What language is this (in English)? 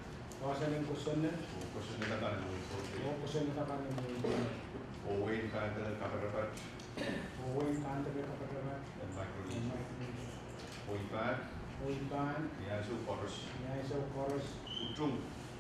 Pohnpeian